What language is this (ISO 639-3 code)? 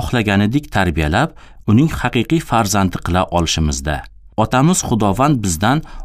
uzb